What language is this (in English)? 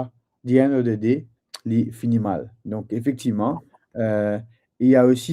Morisyen